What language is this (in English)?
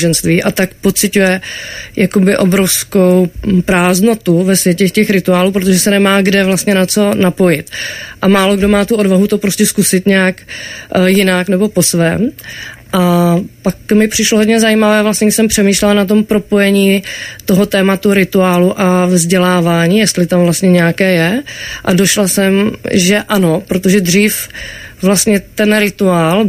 Czech